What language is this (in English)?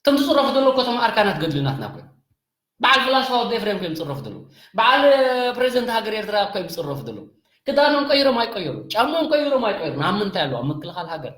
Tigrinya